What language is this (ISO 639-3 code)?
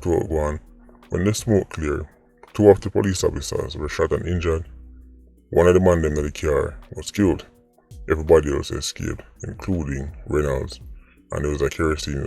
jam